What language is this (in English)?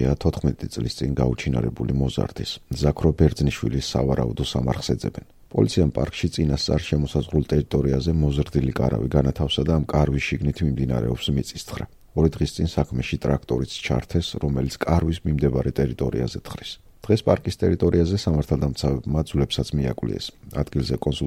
Georgian